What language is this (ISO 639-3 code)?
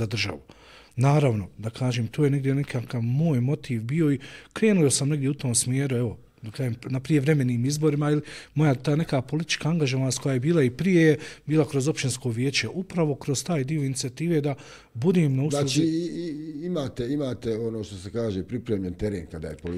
bos